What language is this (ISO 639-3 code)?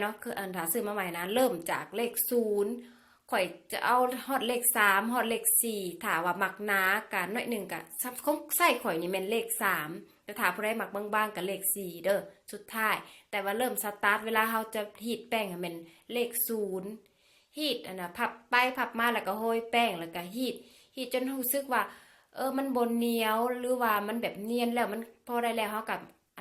lao